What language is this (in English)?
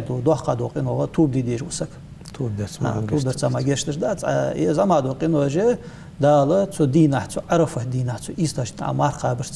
Ingush